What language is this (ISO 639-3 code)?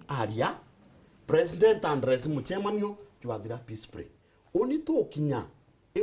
mer